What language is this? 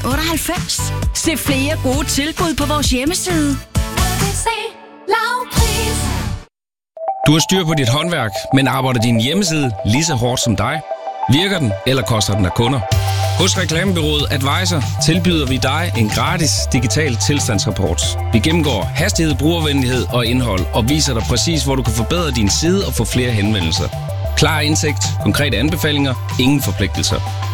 Danish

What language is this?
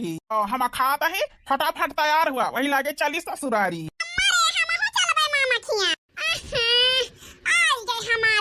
Awadhi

